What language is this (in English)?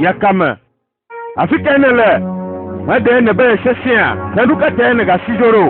Ewe